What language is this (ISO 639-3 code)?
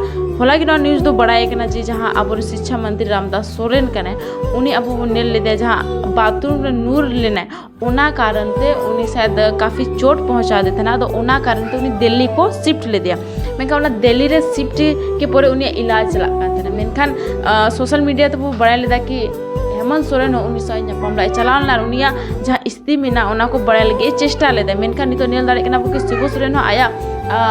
sat